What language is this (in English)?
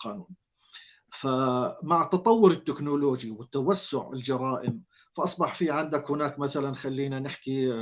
North Levantine Arabic